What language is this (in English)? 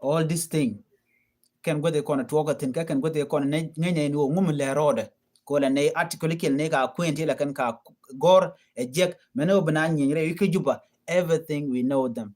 Nuer